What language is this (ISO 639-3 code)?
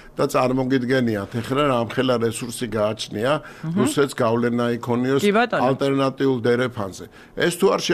kat